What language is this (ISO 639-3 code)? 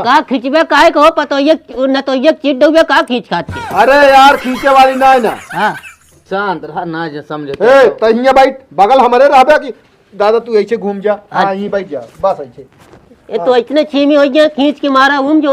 awa